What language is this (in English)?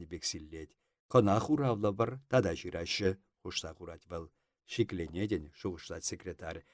Chuvash